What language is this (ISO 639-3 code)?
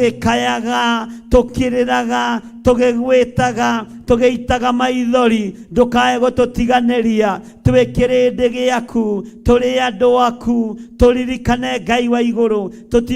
kik